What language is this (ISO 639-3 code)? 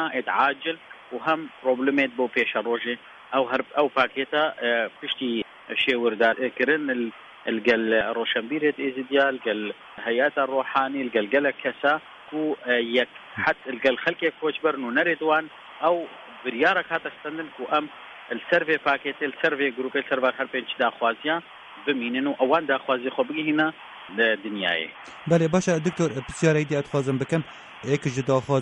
kur